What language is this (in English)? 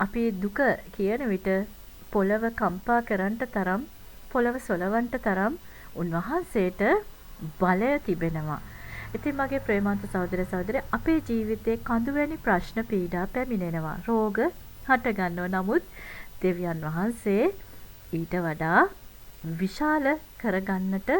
Sinhala